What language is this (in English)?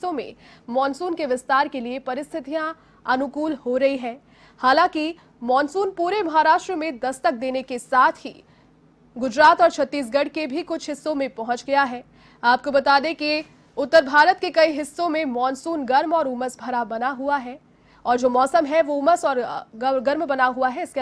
Hindi